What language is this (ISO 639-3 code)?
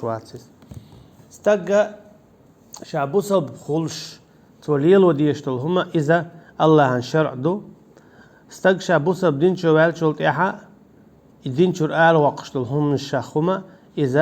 che